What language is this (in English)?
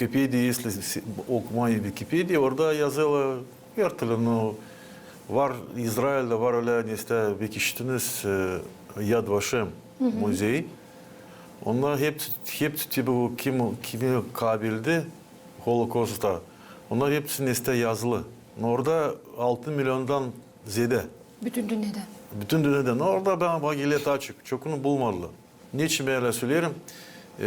Gagauz